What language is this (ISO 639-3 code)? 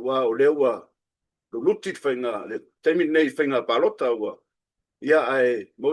smo